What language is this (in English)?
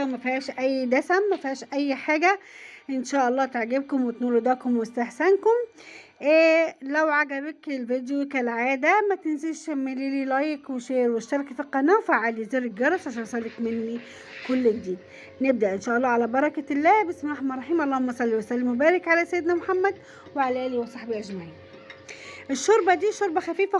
Egyptian Arabic